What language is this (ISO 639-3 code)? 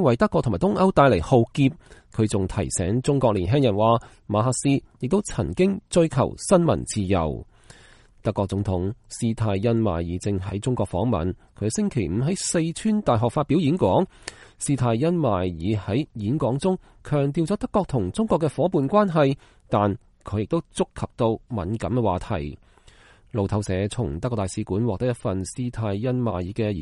yue